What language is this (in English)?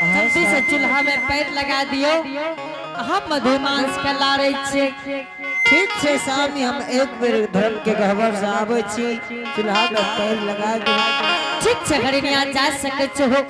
Angika